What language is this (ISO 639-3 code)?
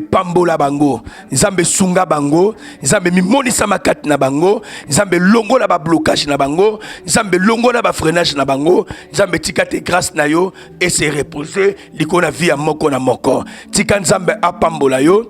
lin